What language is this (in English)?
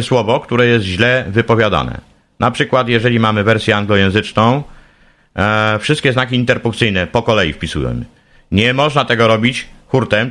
Polish